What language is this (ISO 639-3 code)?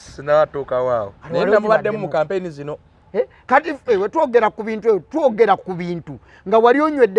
lug